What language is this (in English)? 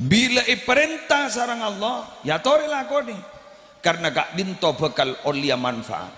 Madurese